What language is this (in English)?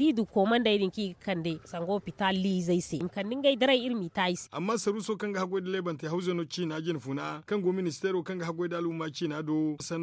Zarma